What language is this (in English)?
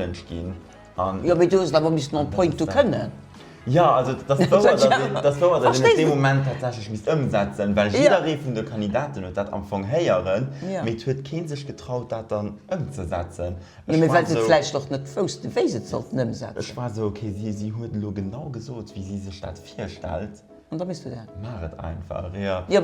Luxembourgish